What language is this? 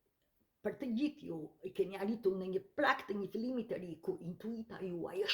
Albanian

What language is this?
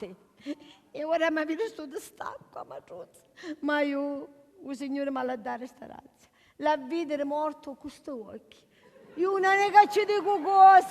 Sicilian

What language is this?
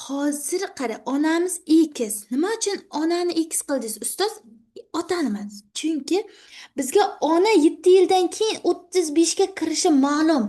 Uzbek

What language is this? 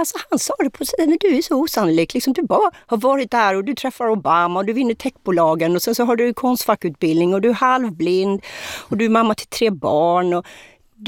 Swedish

